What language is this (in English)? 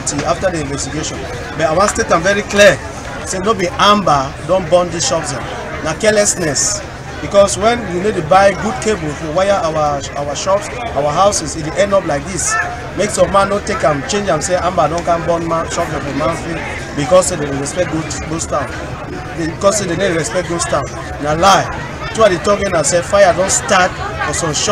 Cameroon Pidgin